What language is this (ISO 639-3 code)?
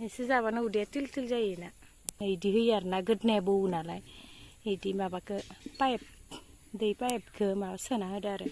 brx